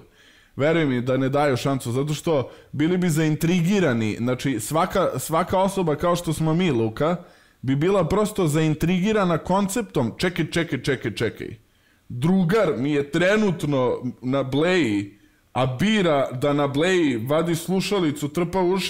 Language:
Serbian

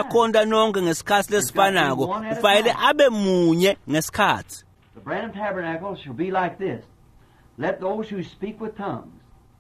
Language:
Swati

